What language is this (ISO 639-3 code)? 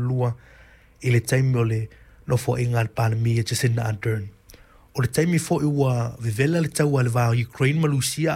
smo